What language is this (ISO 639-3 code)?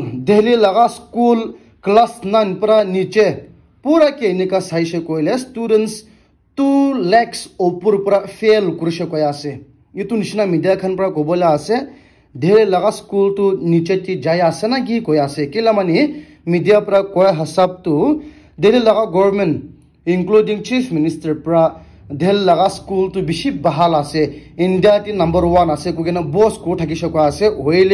nag